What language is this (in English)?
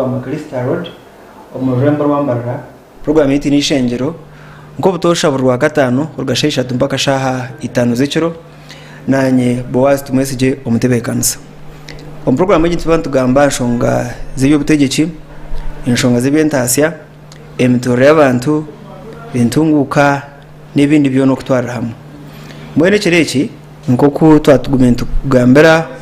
Nyankole